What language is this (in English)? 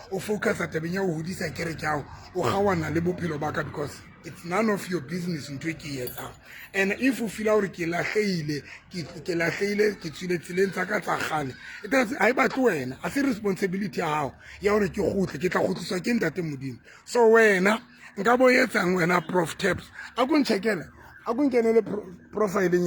Southern Sotho